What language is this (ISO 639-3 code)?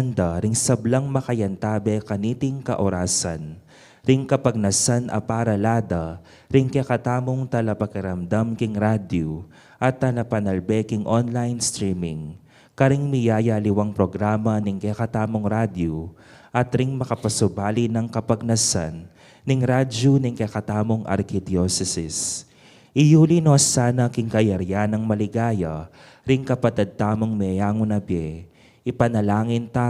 pam